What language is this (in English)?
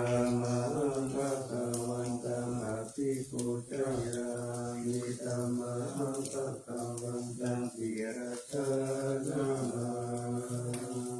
Pali